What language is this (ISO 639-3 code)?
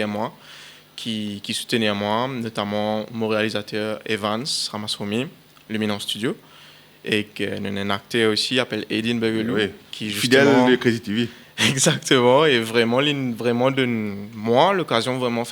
mfe